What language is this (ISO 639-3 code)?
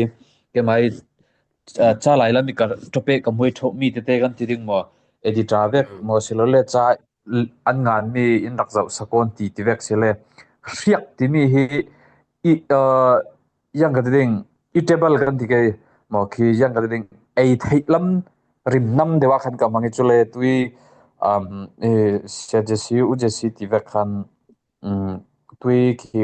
cfm